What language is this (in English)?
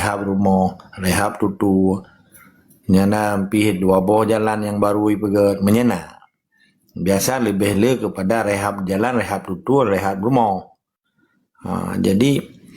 Achinese